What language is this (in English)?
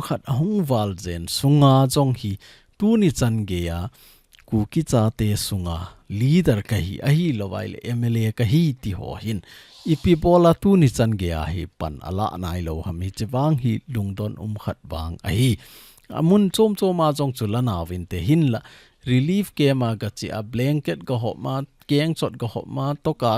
Thado Chin